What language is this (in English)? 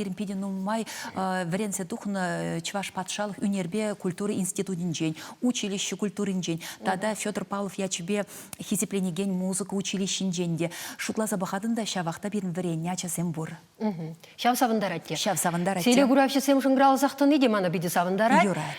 Chuvash